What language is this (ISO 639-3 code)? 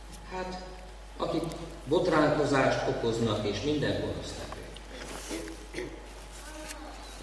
hun